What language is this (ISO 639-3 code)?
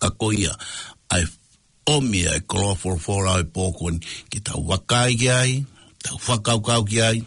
ton